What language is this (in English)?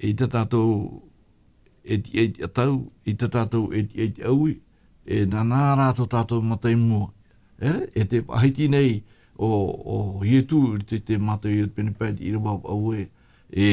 Tahitian